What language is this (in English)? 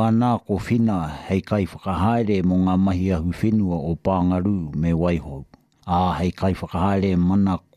Māori